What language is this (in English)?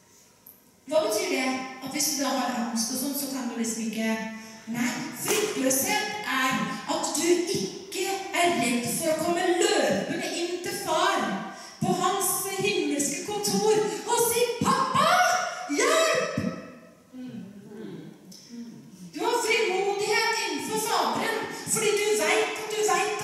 Norwegian